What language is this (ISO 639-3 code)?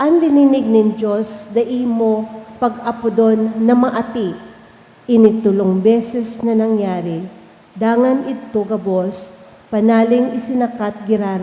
bik